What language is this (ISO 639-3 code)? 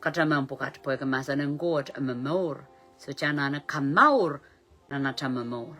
pon